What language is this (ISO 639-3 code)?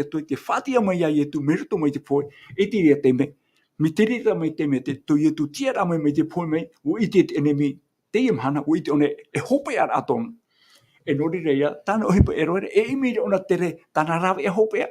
tah